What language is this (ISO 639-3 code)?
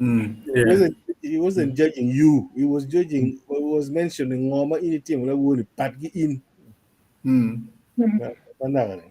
ach